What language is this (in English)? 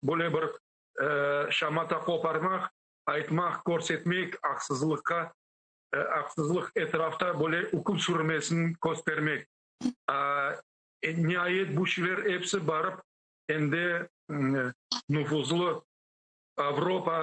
Crimean Tatar